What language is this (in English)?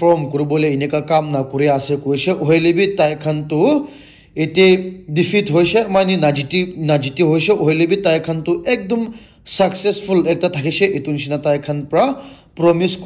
Naga Pidgin